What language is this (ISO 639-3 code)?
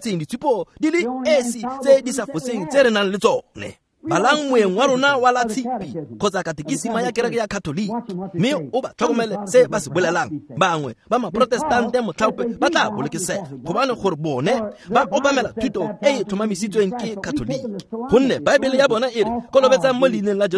tsn